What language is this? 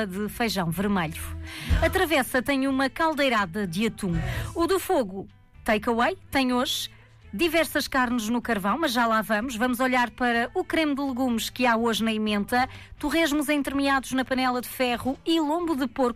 Portuguese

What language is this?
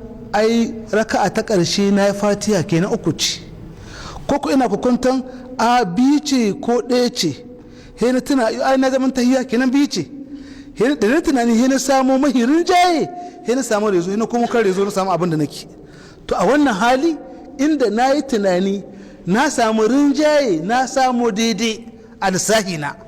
Hausa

